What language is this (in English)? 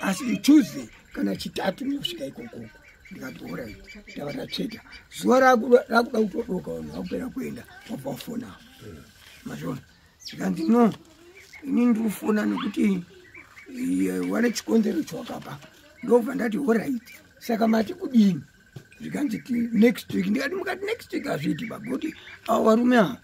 Shona